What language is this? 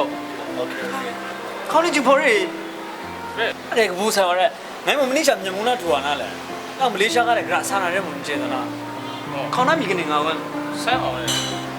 Kachin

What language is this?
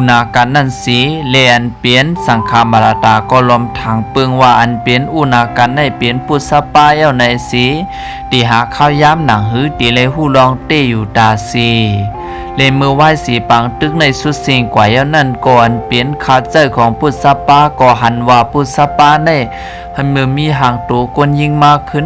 Shan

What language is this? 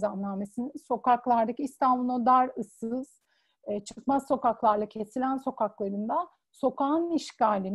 Turkish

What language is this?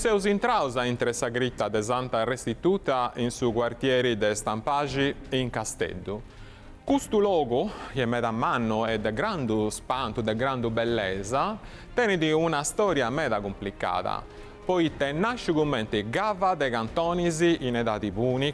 Sardinian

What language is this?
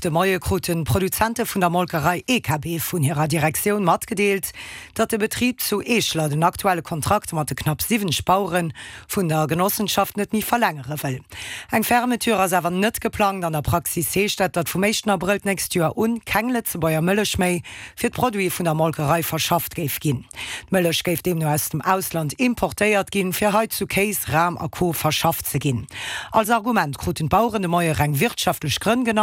Luxembourgish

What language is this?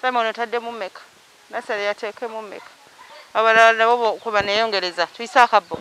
Ganda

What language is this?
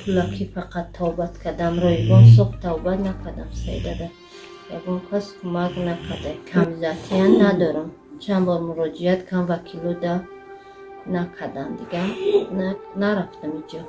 Tajik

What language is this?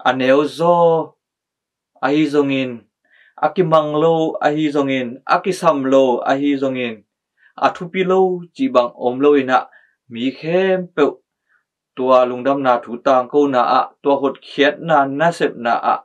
Tedim Chin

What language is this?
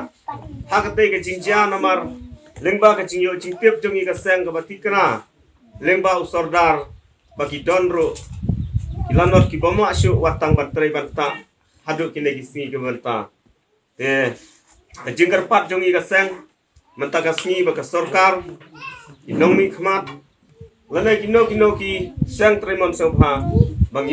Khasi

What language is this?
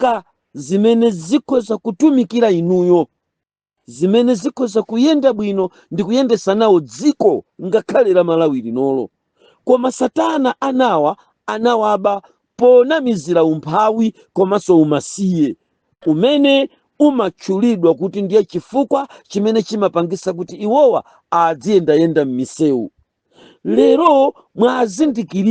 Nyanja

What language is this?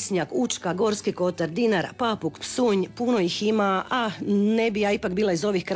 Croatian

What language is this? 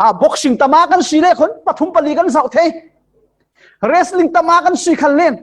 Falam Chin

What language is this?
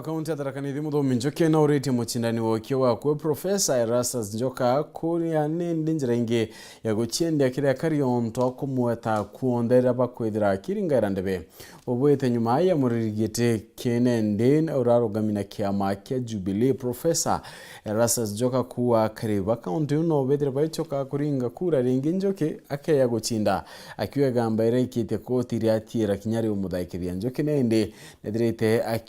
Meru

